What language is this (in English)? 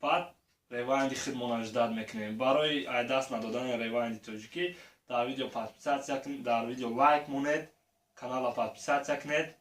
Tajik